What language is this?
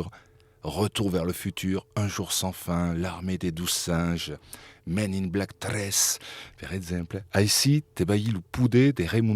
Occitan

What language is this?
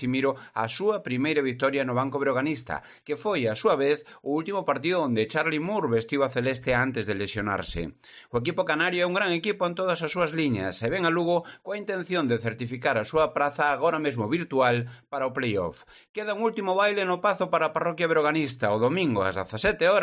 Galician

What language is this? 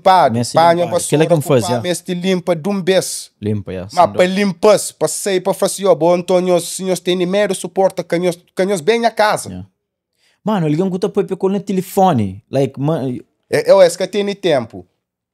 Kabuverdianu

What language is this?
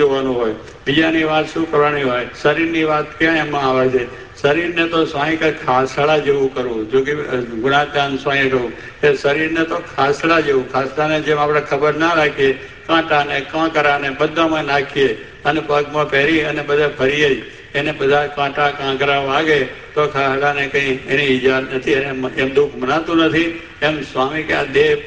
Gujarati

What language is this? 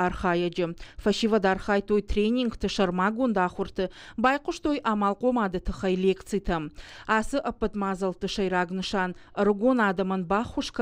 Ossetic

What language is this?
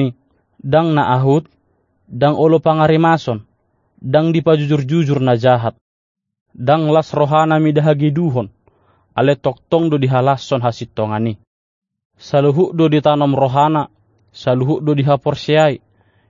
Batak Toba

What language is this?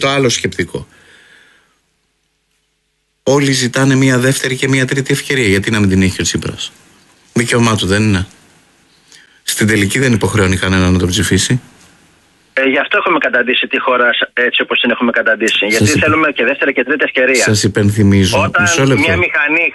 Greek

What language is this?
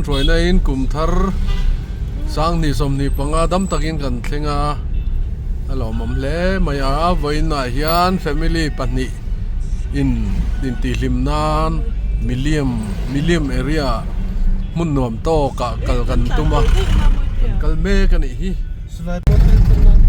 Mizo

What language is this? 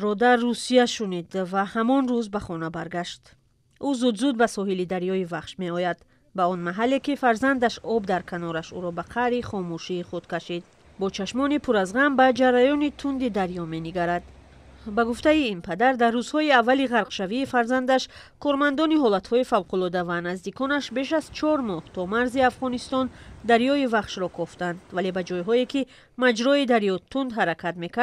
Tajik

